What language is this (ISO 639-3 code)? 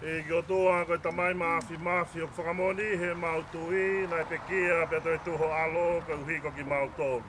ton